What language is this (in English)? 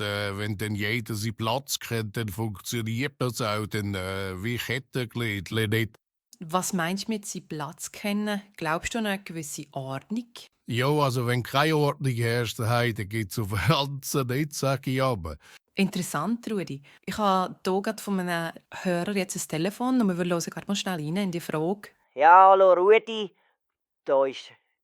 Swiss German